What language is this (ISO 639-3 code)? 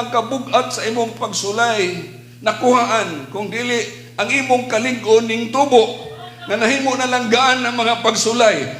ceb